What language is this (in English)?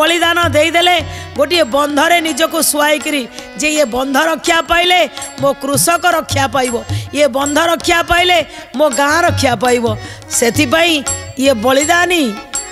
Odia